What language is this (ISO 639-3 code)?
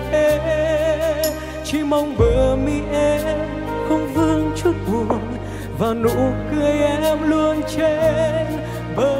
vie